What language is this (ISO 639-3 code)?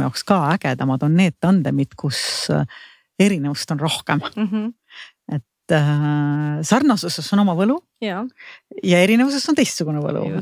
est